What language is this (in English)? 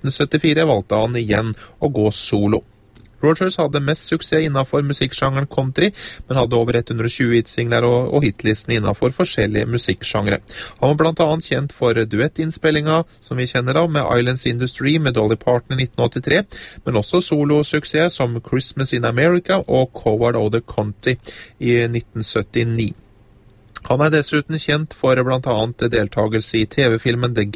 Norwegian